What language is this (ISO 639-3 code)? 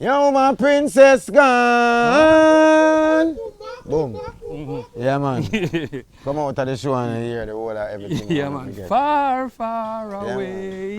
jam